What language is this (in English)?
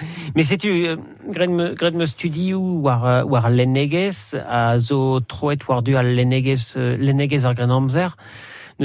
Breton